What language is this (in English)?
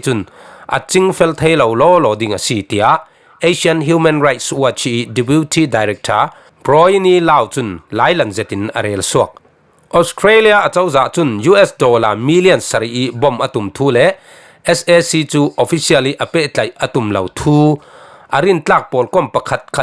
Falam Chin